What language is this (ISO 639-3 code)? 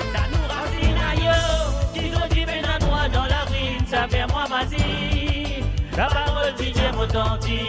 mfe